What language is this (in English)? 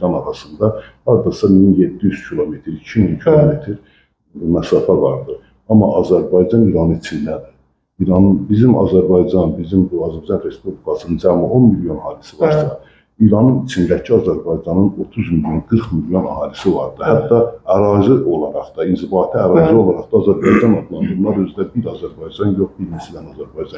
Azerbaijani